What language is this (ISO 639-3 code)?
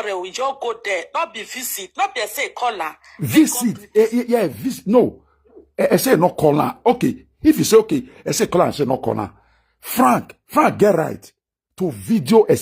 pcm